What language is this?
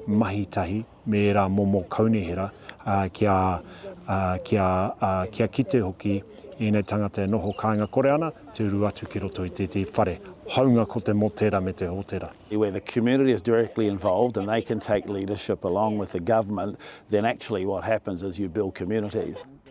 Māori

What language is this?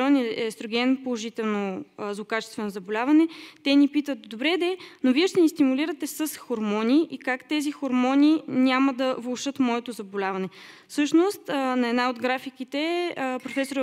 Bulgarian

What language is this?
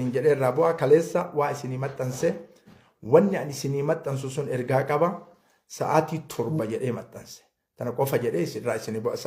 Oromo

